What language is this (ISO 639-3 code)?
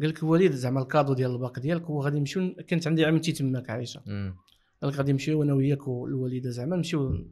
ary